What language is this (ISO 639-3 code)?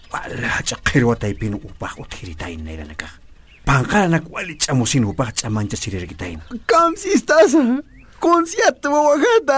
aym